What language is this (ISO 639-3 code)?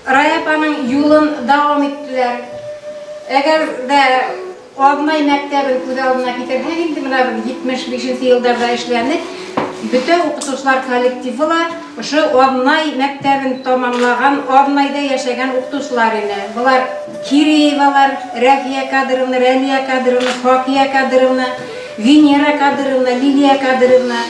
bak